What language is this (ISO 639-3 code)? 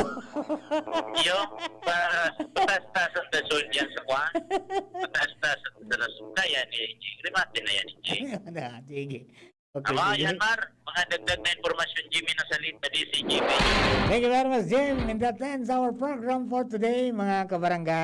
bik